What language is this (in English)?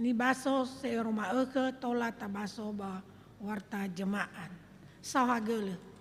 Nias